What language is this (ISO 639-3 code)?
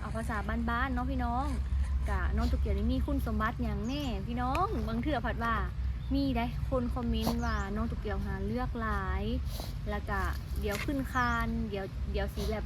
lao